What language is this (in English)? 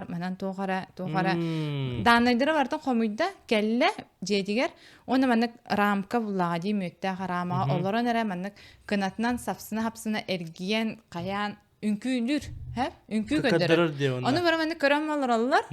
Yakut